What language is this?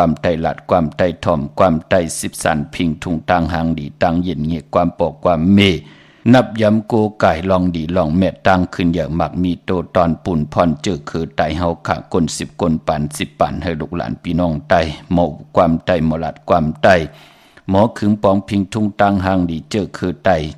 Shan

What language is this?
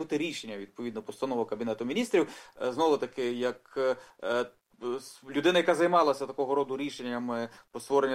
Ukrainian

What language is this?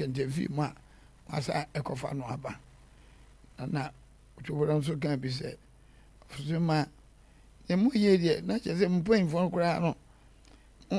Akan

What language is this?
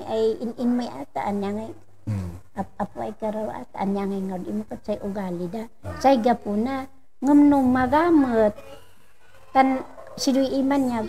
Kankanaey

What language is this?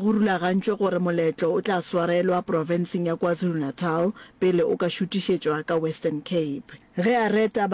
Northern Sotho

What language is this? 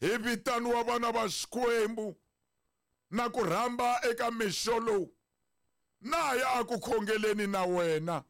Tsonga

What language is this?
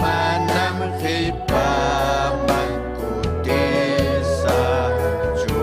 Ayacucho Quechua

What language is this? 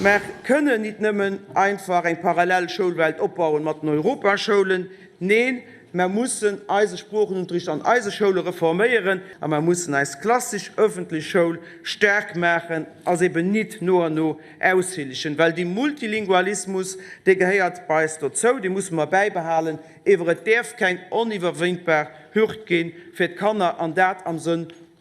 Luxembourgish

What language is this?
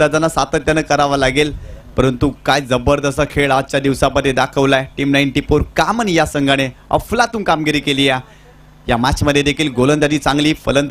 Marathi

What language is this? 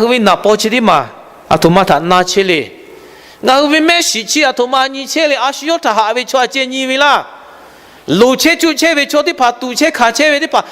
Lahu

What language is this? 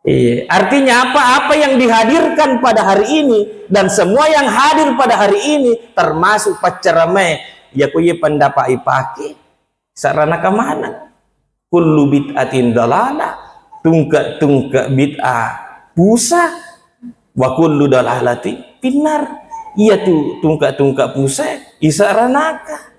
Buginese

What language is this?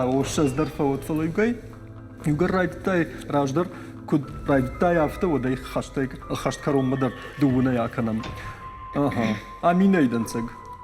Ossetic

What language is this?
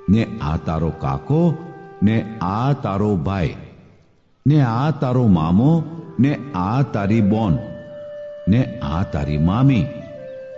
Gujarati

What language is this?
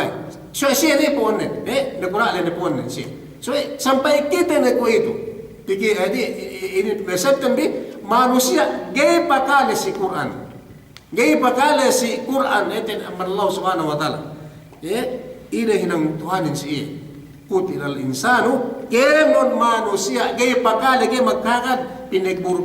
Yakan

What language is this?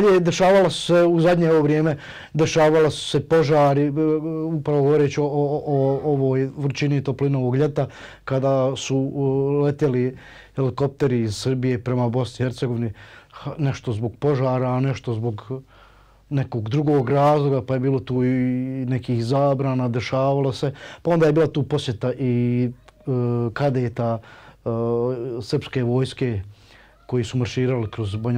Bosnian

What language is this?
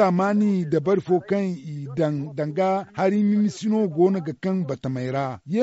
Zarma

